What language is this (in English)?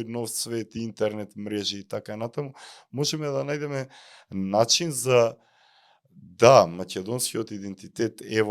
Macedonian